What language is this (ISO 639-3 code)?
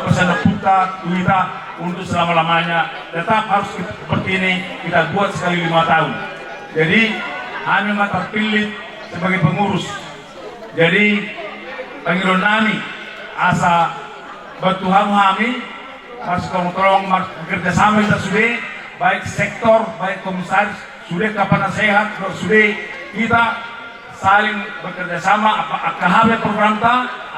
bbc